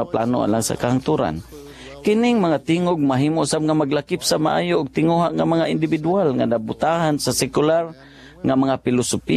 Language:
Cebuano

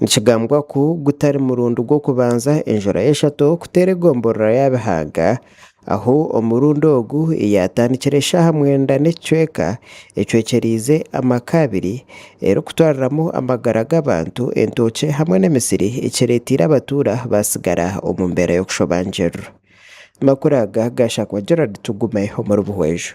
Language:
Nyankole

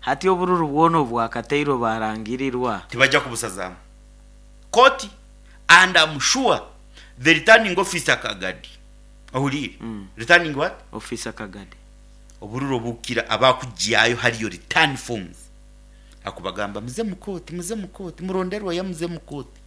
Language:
Nyoro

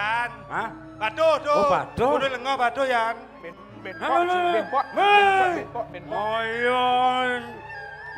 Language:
Balinese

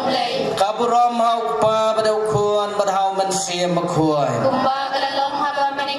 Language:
Khasi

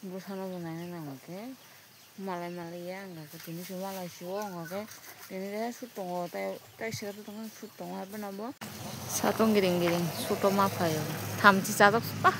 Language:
Kok Borok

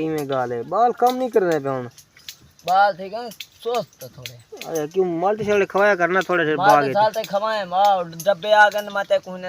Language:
Saraiki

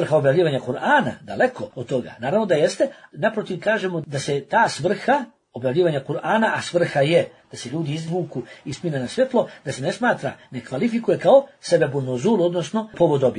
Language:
Bosnian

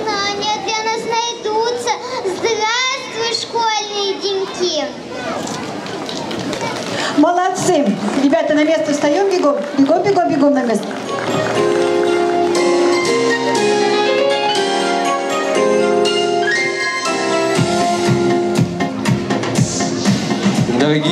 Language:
Russian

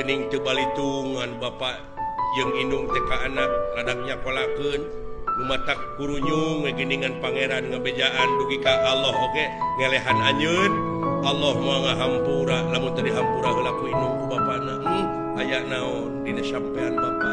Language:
Sundanese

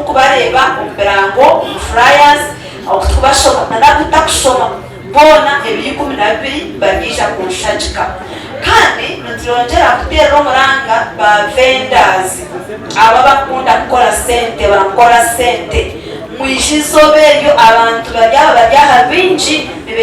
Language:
Nyankole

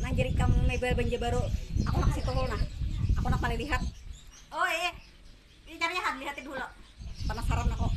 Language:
Banjar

